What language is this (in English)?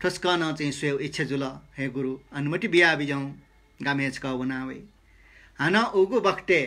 Newari